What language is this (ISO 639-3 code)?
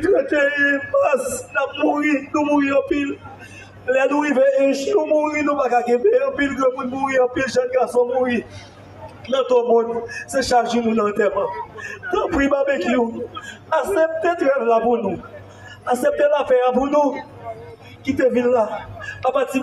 hat